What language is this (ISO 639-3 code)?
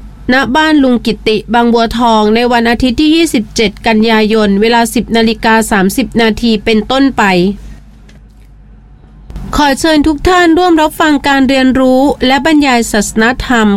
tha